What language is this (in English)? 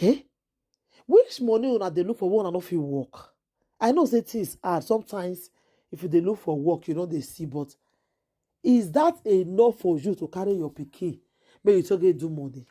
Nigerian Pidgin